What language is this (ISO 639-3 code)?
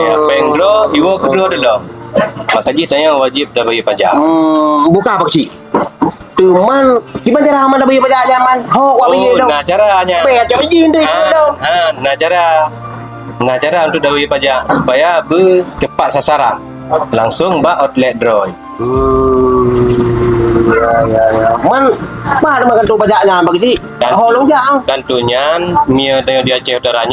ace